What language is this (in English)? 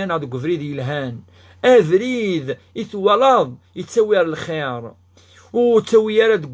Kabyle